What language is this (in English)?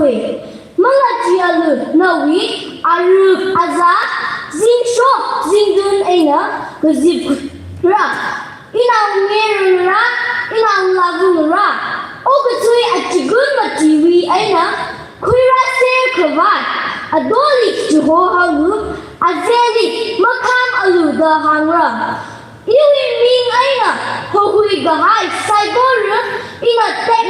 Tangkhul Naga (India)